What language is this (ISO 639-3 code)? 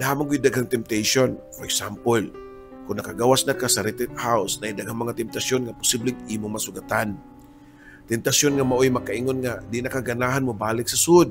ceb